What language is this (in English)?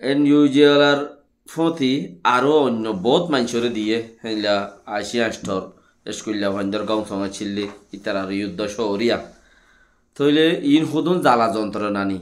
Rohingya